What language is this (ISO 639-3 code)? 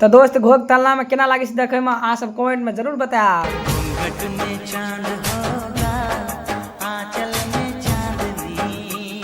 mai